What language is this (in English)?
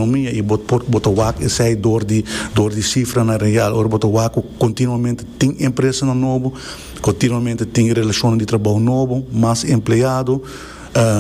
Papiamento